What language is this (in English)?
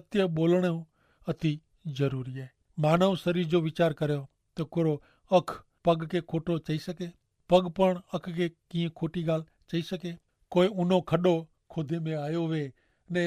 Kachhi